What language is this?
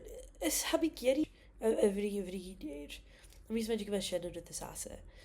Scottish Gaelic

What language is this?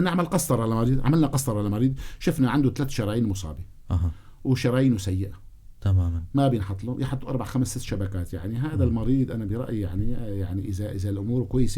North Levantine Arabic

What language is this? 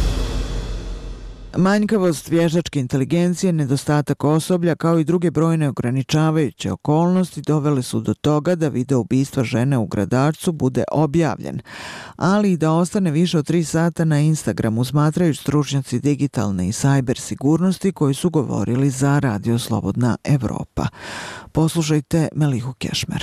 Bosnian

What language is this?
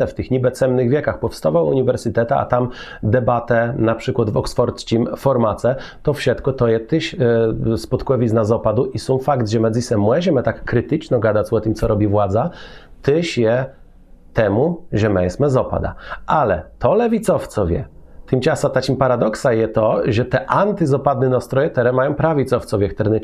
Kashubian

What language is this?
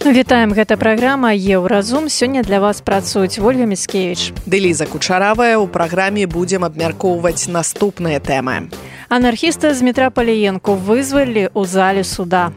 Belarusian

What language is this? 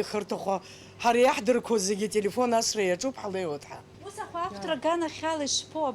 Abkhazian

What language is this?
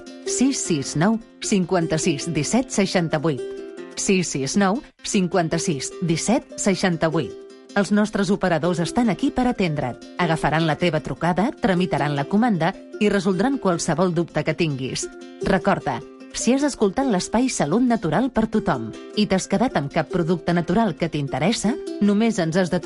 Catalan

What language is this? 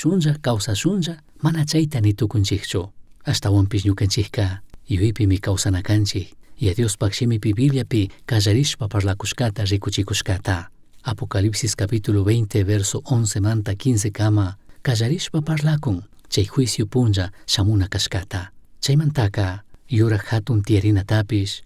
Chimborazo Highland Quichua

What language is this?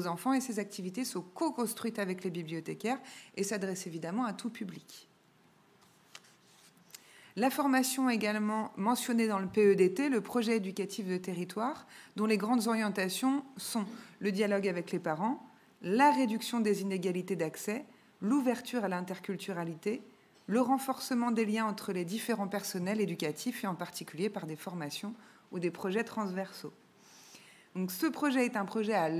French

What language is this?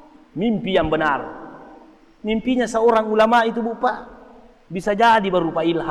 Buginese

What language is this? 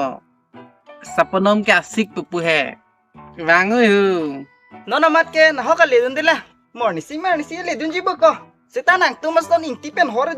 Karbi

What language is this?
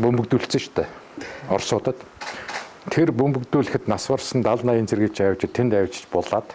Mongolian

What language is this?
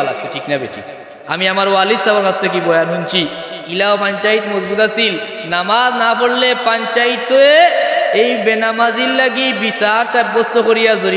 Sylheti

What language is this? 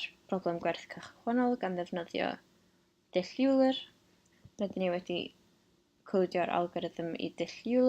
Welsh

